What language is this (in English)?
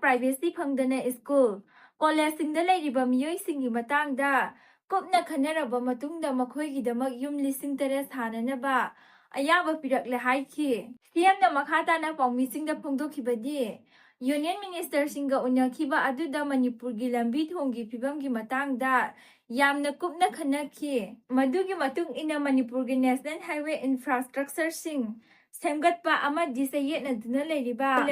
Manipuri